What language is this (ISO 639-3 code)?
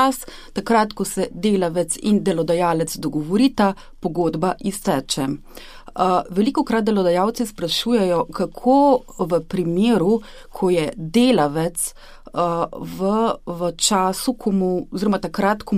slv